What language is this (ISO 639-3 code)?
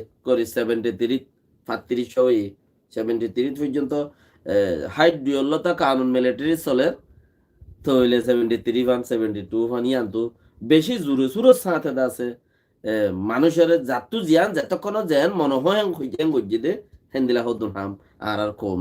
rhg